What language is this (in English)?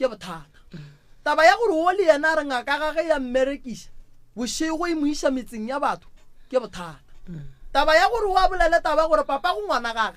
Northern Sotho